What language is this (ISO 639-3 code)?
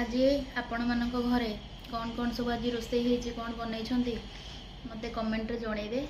ori